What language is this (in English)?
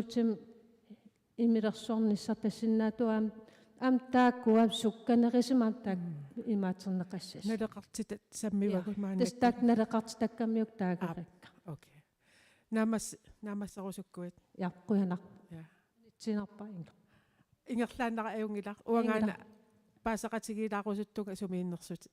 Kalaallisut